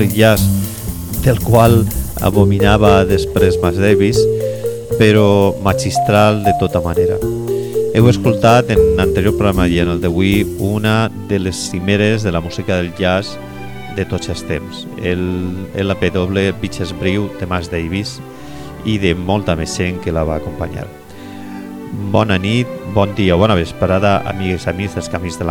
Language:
Catalan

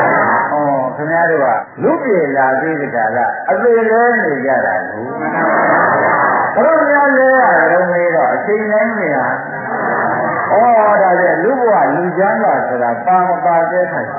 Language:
Burmese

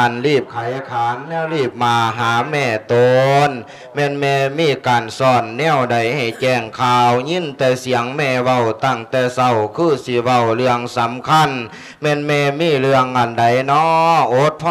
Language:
Lao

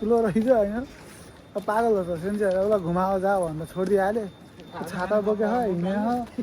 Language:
Nepali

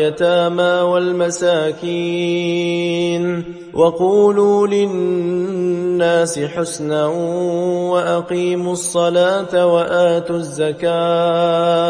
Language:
Arabic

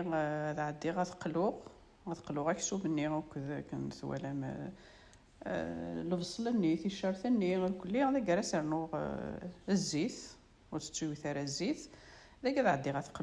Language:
Kabyle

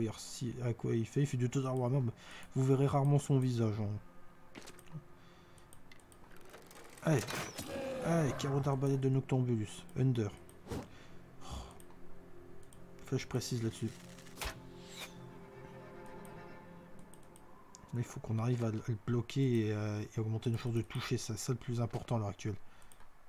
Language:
French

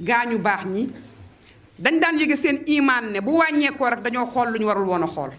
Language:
Wolof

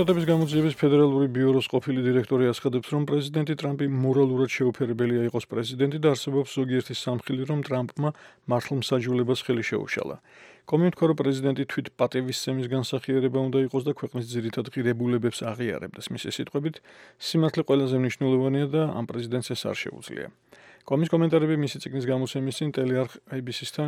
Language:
Georgian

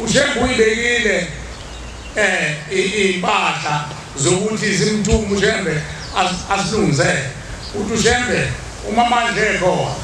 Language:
Zulu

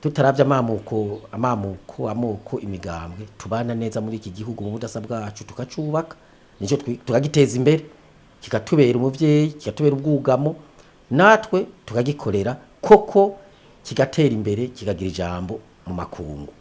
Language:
Rundi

